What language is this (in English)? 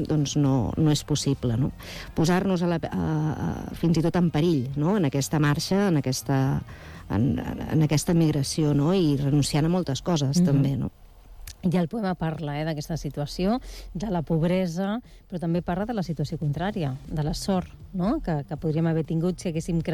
Catalan